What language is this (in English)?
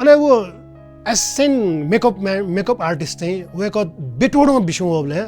Newari